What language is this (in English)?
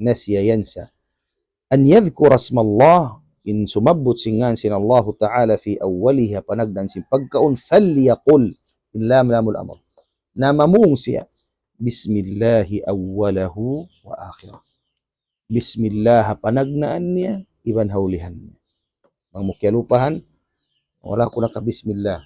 Tausug